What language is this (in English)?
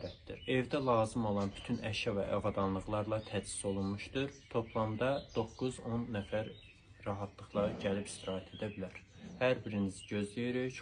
Azerbaijani